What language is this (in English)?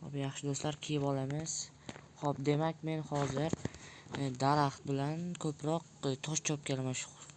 Uzbek